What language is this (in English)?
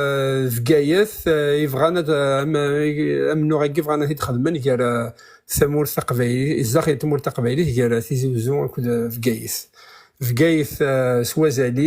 Kabyle